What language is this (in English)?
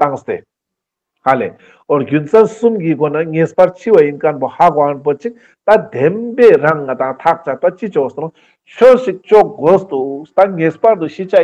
Ladakhi